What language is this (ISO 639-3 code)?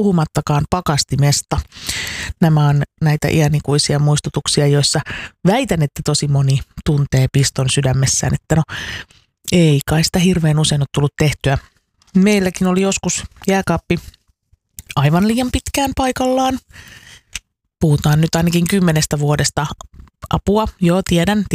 fin